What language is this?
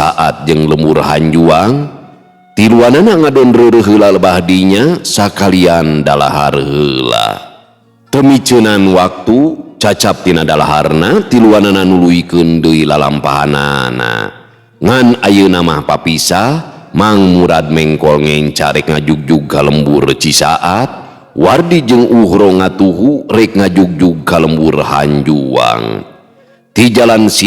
Sundanese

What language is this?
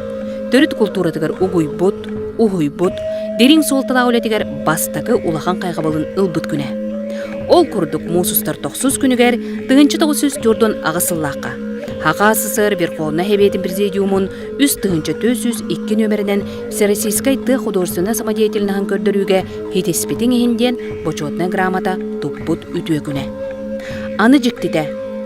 Yakut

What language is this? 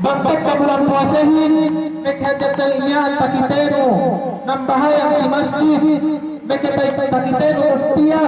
Yakan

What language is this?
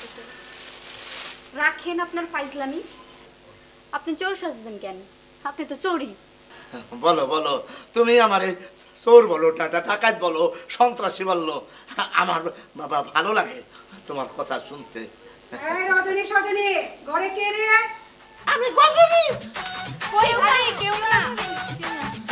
Bangla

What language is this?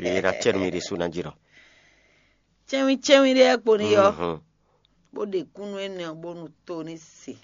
Fon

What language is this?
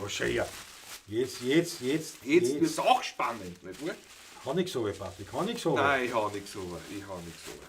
Bavarian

